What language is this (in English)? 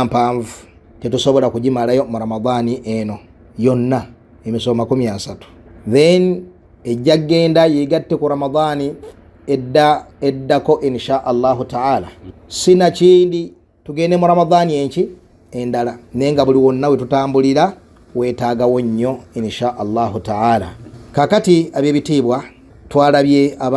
Ganda